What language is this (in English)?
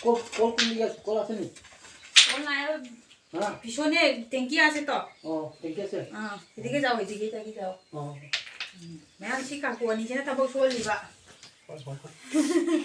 Manipuri